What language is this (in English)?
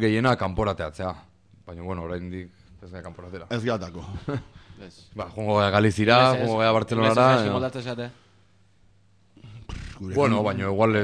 Basque